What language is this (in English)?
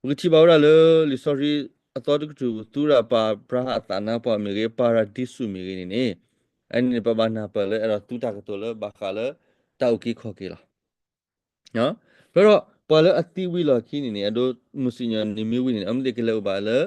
S'gaw Karen